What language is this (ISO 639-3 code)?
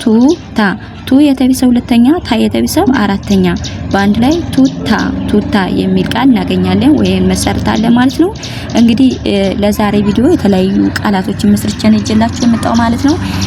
amh